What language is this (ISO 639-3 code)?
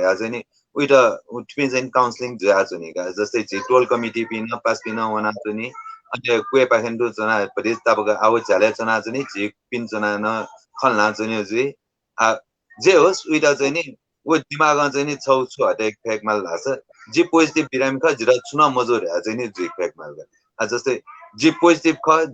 new